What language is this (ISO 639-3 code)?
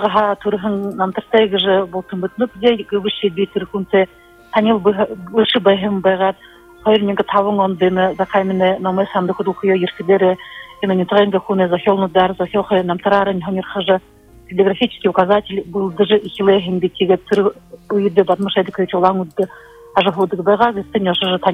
bua